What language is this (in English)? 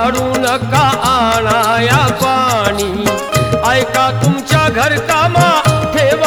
Marathi